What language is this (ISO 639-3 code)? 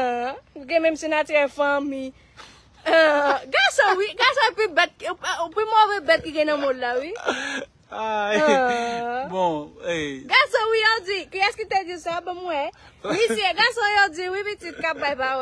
hat